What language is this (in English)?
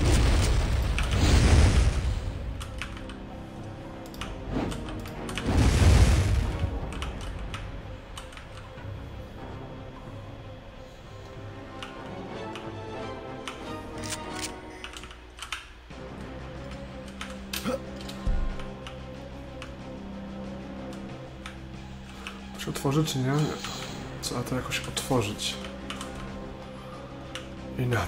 Polish